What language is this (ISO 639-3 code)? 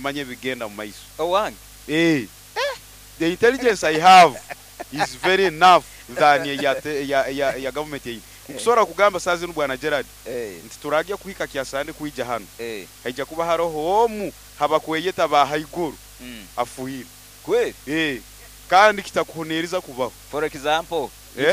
nyo